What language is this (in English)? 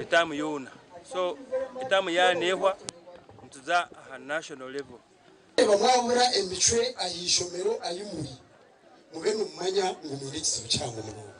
Nyankole